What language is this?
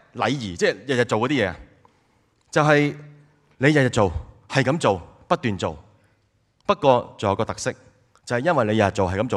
Cantonese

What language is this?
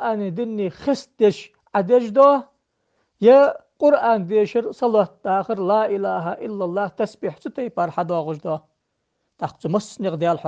Ingush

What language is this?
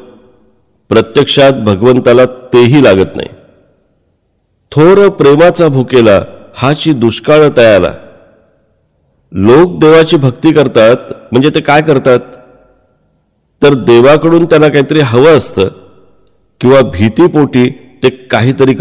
Marathi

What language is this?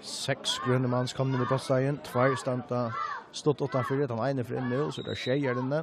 Faroese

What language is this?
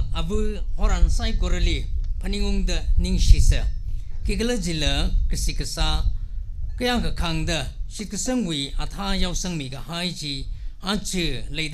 Tangkhul Naga (India)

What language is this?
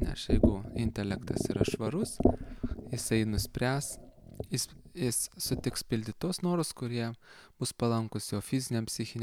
Lithuanian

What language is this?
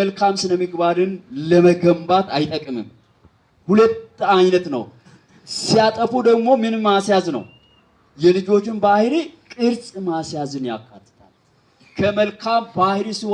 Amharic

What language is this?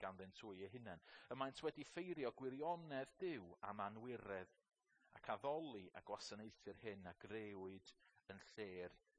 Welsh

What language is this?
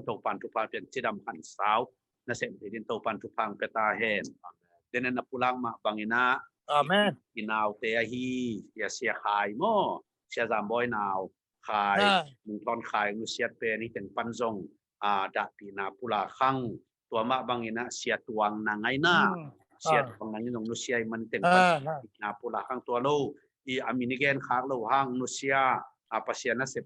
Tedim Chin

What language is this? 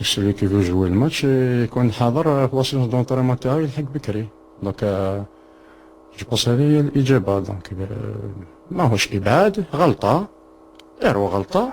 Algerian Arabic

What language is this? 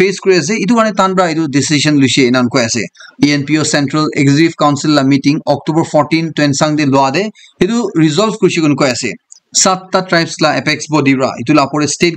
Naga Pidgin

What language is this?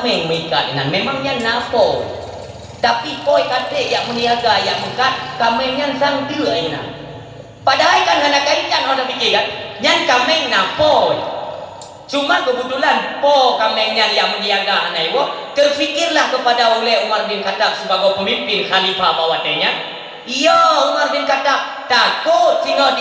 Achinese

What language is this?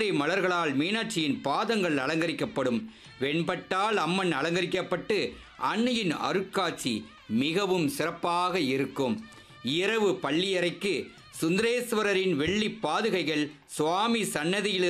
Tamil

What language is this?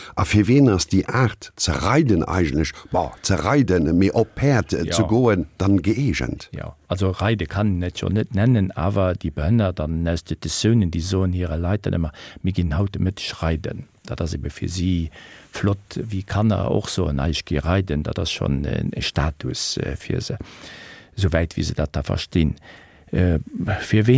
Luxembourgish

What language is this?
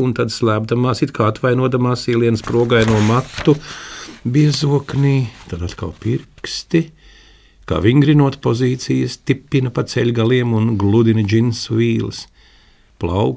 Latvian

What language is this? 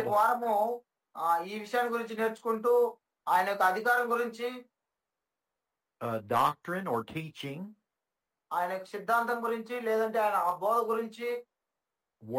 Telugu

